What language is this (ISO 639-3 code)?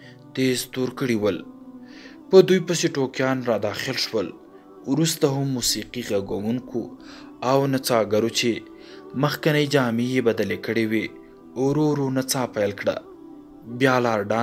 pus